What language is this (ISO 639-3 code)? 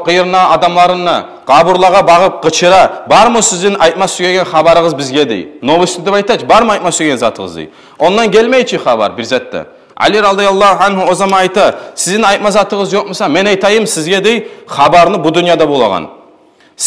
kum